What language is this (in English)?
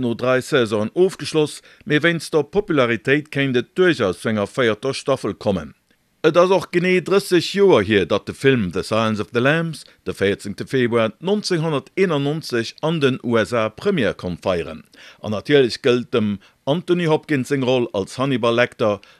Luxembourgish